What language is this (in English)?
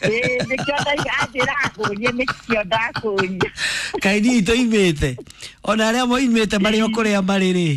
Kikuyu